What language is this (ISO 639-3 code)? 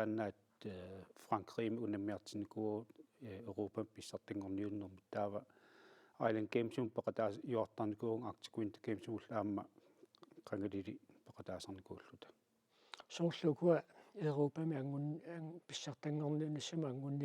kal